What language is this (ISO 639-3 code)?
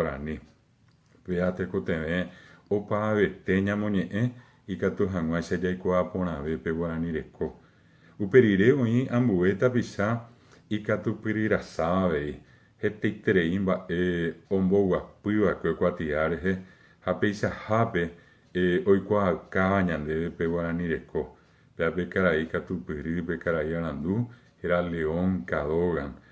grn